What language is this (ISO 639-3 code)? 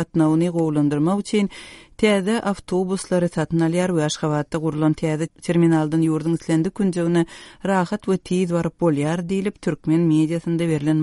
tuk